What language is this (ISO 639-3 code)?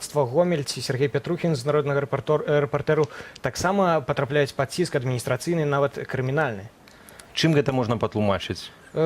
bel